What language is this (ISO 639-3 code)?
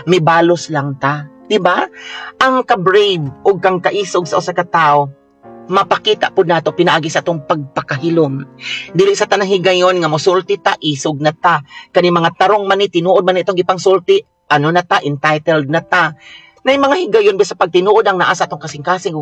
ceb